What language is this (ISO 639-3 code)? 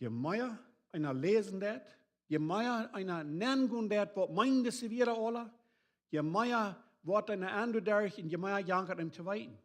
pdt